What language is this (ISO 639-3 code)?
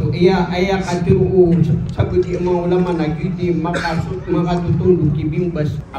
mrw